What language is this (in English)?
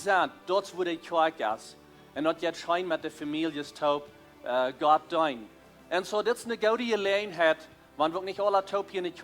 Plautdietsch